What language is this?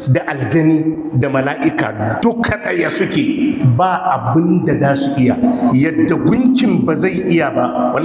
Hausa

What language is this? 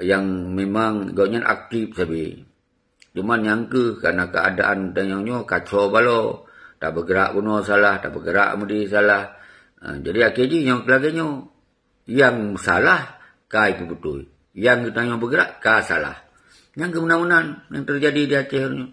Achinese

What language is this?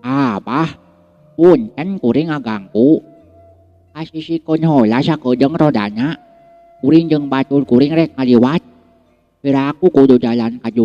Sundanese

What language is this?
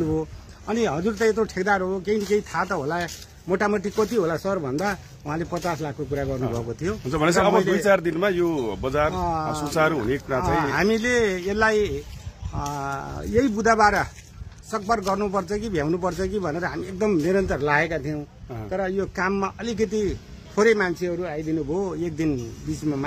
Nepali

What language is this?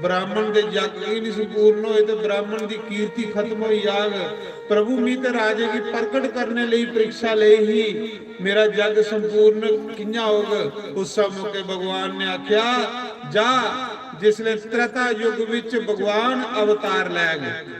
Dogri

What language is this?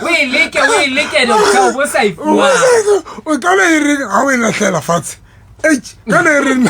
Southern Sotho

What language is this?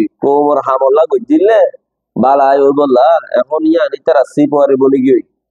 Rohingya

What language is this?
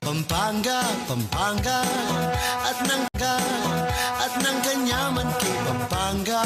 Pampanga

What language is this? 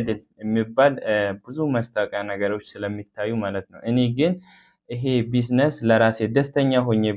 Amharic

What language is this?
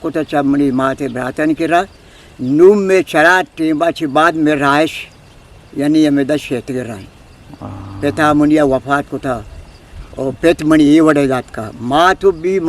Eastern Balochi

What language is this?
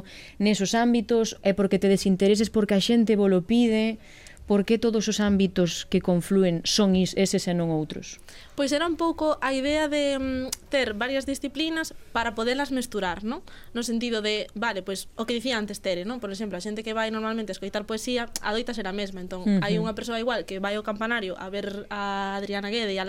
Galician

